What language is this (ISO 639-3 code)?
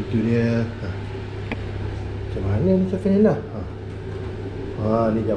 msa